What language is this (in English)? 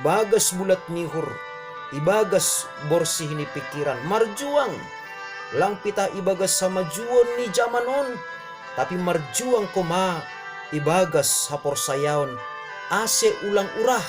Batak Simalungun